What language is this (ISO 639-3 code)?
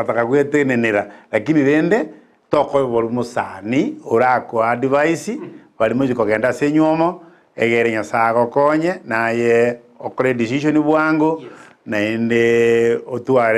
guz